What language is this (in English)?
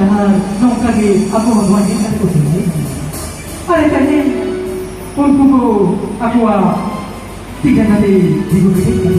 Santali